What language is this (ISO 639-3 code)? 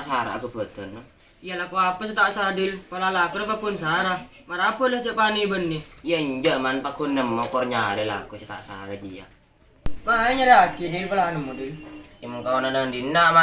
mad